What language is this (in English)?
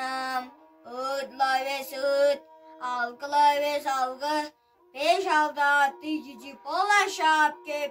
Tuvinian